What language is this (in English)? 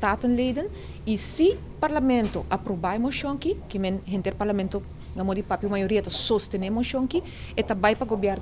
Papiamento